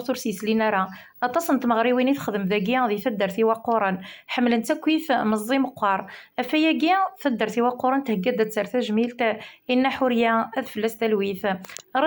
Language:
Kabyle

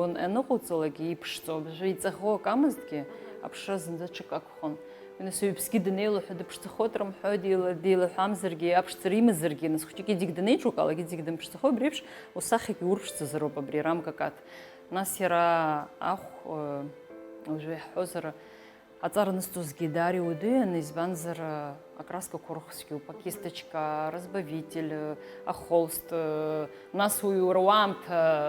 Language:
Abkhazian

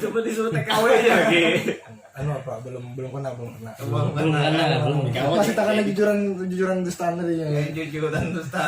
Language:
Banjar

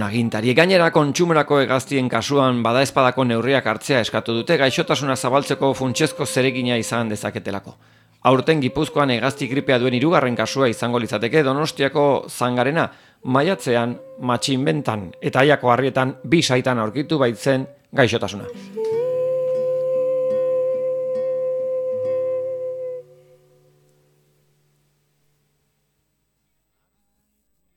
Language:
Basque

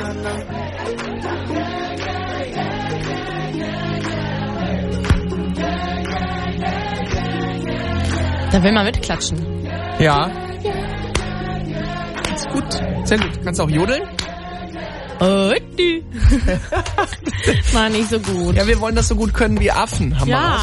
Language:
German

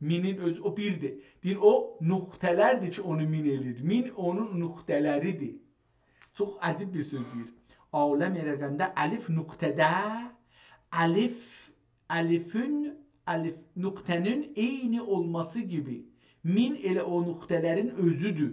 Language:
South Azerbaijani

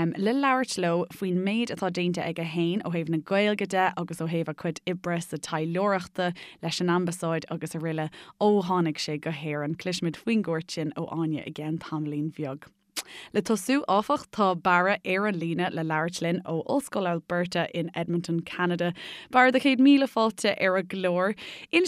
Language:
Irish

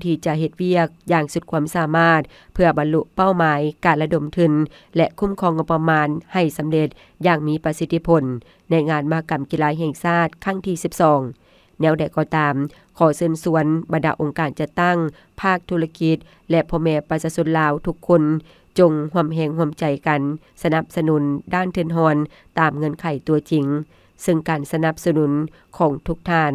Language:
Lao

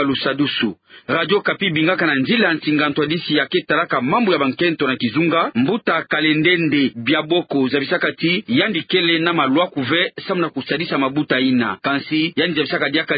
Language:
Kituba (Democratic Republic of Congo)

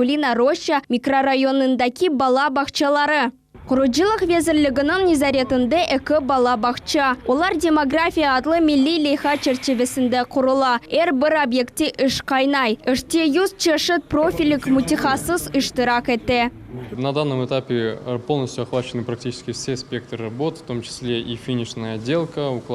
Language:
Crimean Tatar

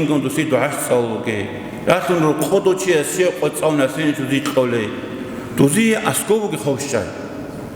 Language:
Avaric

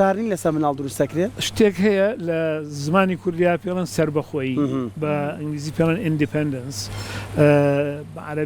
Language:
Central Kurdish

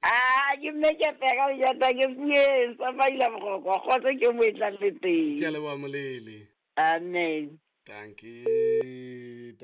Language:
Southern Sotho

